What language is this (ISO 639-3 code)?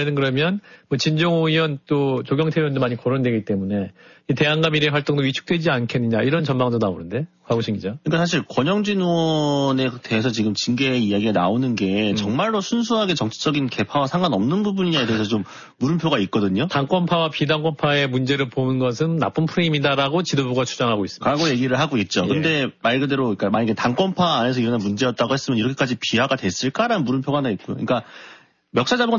kor